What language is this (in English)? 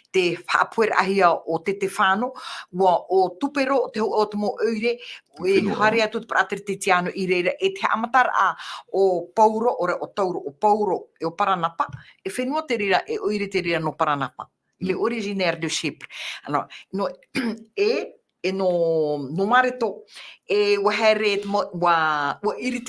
Tahitian